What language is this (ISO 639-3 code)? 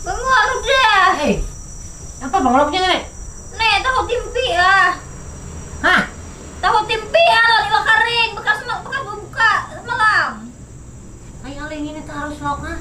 bjn